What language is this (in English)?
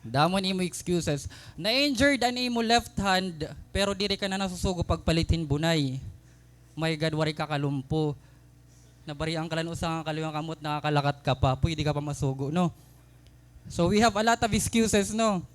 Waray